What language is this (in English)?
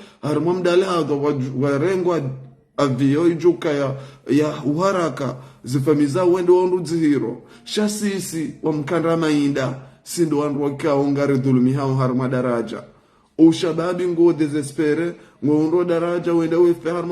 Ngazidja Comorian